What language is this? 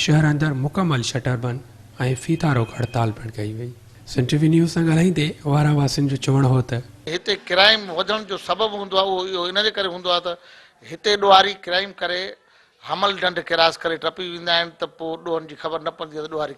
Sindhi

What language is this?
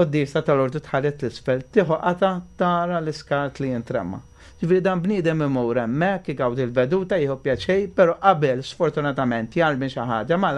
Maltese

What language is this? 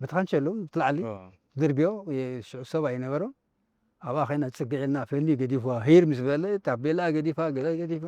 Tigrinya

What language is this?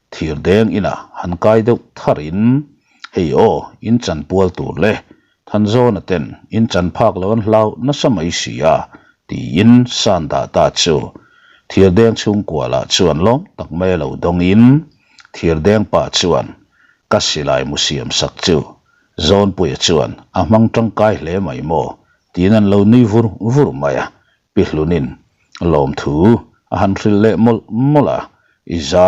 Mizo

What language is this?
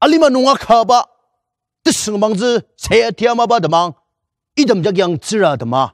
Ao Naga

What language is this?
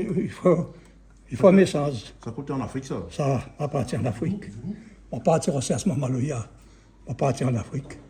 Réunion Creole French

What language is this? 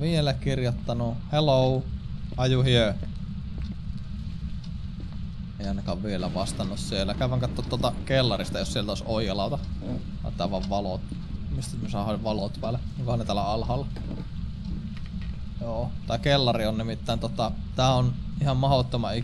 Finnish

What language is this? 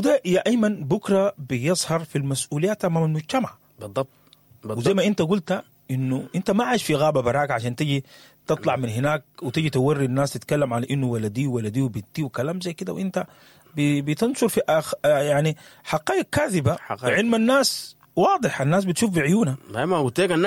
Sudanese Arabic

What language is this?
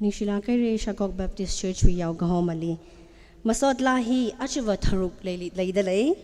Tangkhul Naga (India)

